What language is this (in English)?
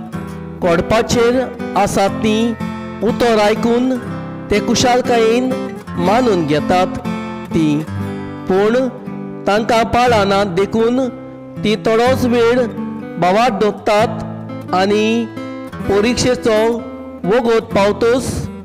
Konkani